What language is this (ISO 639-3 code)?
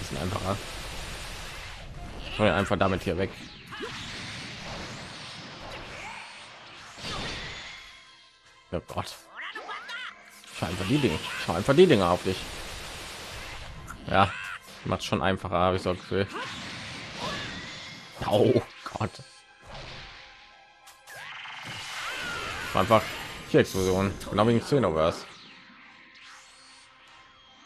deu